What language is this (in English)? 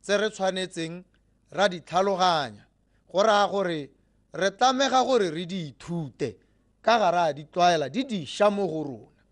Tswana